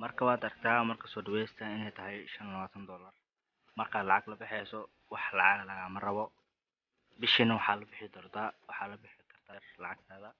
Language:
Somali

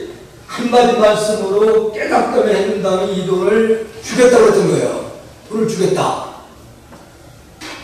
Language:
Korean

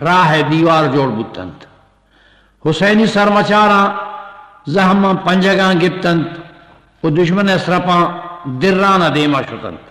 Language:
Eastern Balochi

